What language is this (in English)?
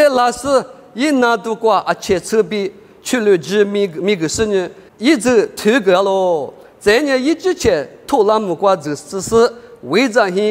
Lisu